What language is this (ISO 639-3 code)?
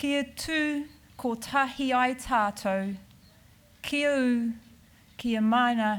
mri